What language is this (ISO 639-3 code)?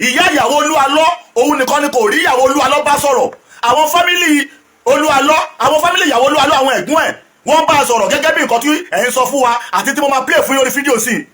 yor